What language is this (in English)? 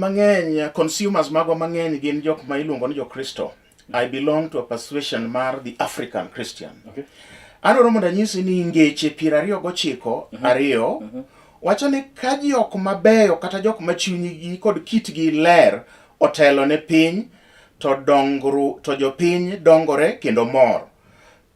Luo (Kenya and Tanzania)